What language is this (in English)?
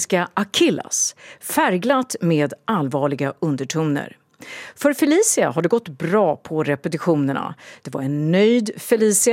Swedish